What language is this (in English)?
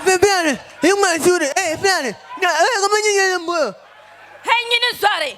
Dagbani